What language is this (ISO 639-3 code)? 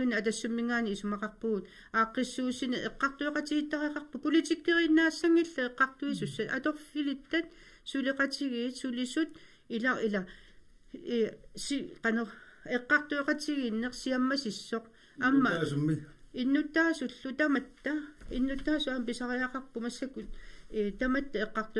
kal